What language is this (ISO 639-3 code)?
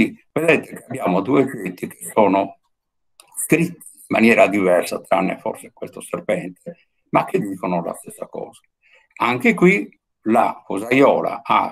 ita